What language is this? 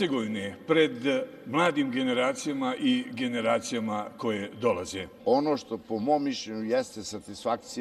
Bosnian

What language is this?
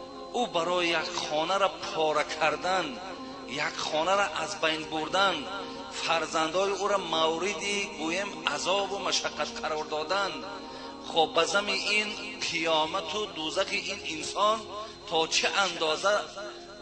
Tajik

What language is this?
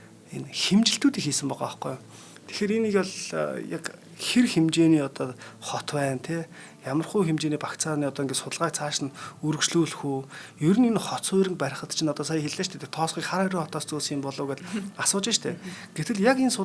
Mongolian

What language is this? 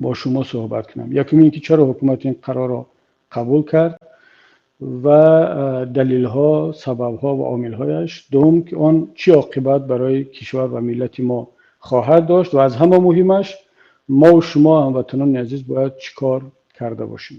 Tajik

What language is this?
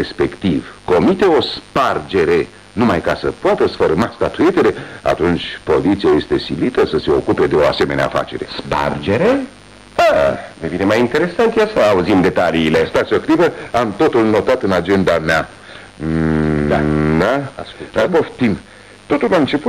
Romanian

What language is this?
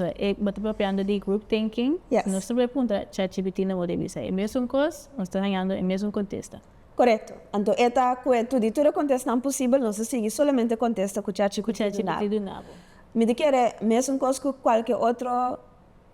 Papiamento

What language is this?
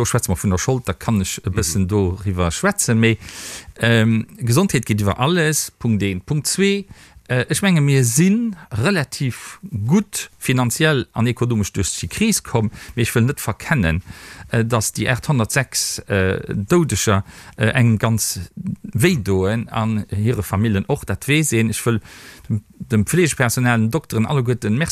Luxembourgish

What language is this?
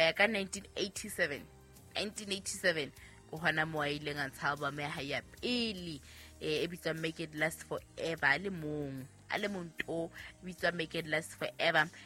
Southern Sotho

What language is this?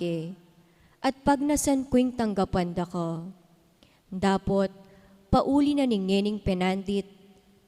Pampanga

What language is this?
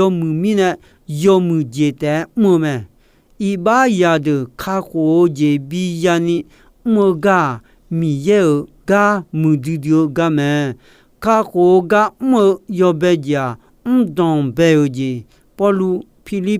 Akha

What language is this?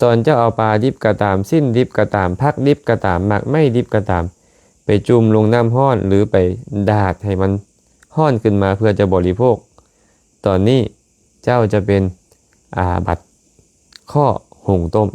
Lao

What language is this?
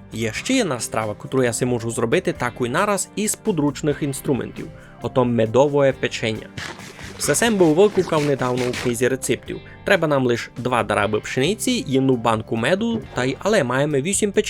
Rusyn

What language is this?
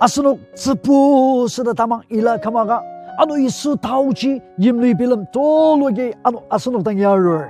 Ao Naga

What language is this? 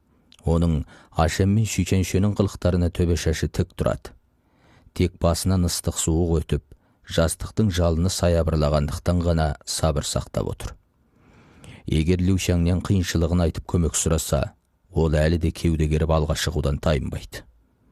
Kazakh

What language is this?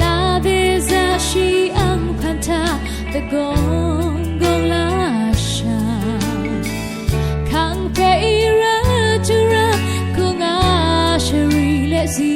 Rawang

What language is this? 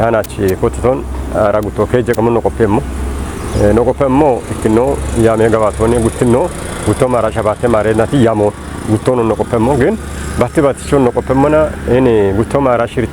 Kafa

